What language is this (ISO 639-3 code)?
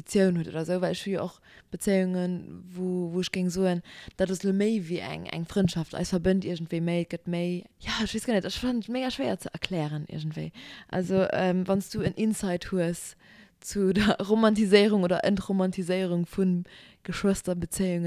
ltz